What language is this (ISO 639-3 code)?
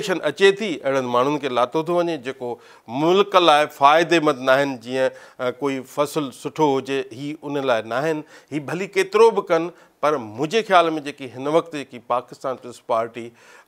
snd